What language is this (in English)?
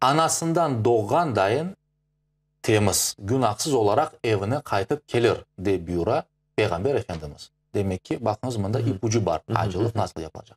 Crimean Tatar